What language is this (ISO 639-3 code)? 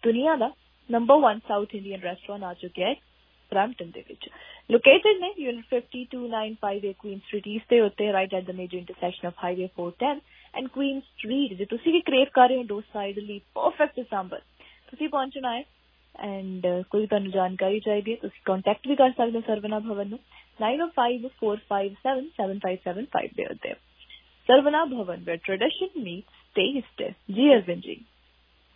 pan